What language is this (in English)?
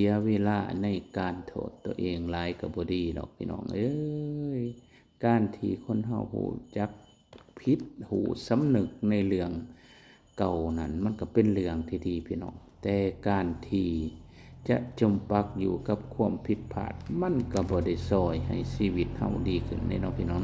Lao